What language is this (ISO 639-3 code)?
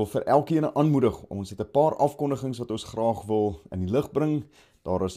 afr